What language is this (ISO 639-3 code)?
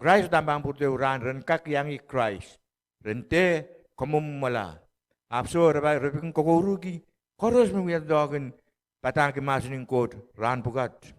pon